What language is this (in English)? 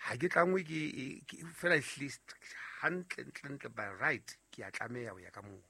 Southern Sotho